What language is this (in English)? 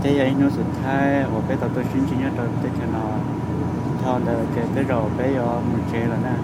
Hmong